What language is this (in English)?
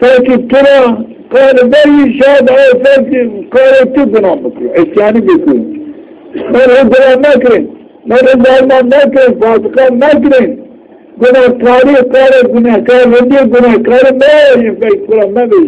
Zaza